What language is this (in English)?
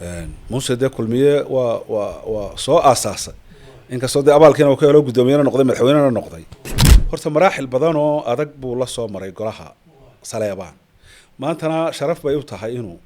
Somali